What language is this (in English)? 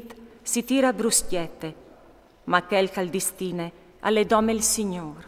Friulian